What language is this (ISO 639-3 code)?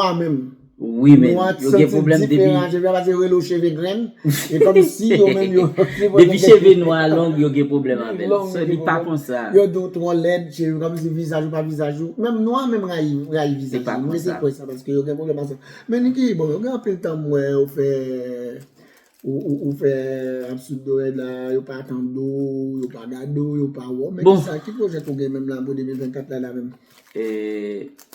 hat